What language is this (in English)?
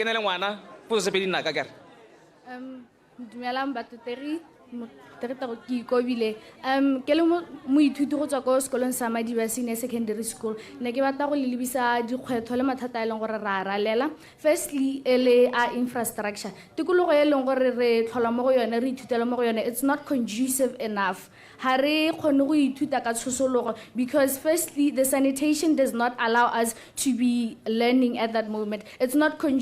Tswana